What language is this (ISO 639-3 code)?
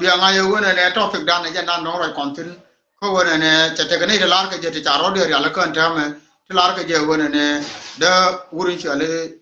nus